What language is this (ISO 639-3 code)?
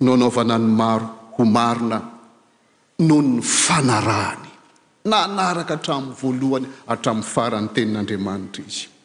mlg